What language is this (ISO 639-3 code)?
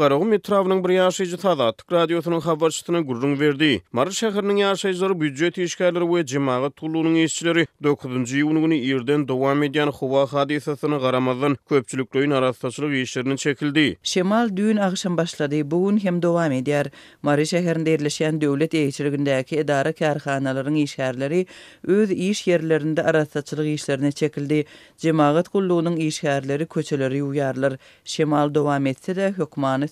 tuk